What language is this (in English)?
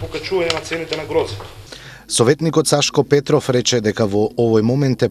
Macedonian